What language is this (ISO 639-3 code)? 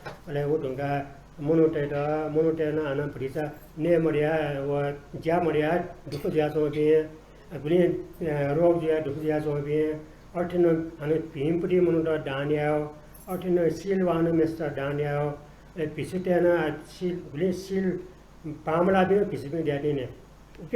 new